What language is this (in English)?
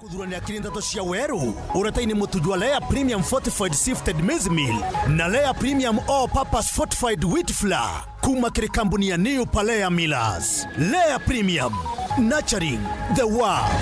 Meru